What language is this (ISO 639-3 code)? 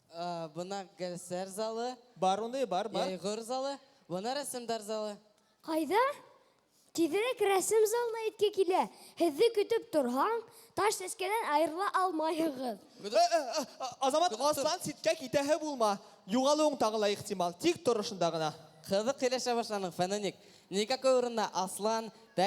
bak